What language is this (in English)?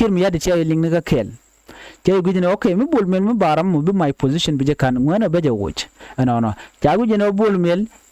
Nuer